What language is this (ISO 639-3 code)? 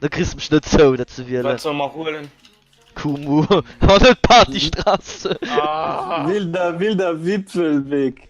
ltz